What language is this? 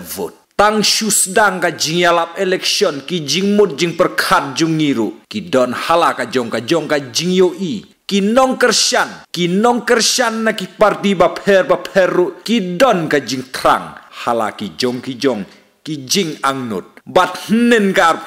Khasi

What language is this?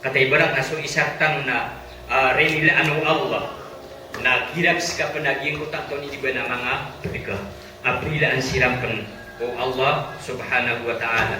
Maranao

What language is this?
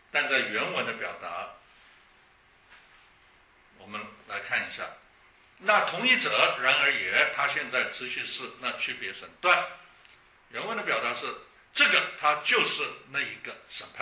Chinese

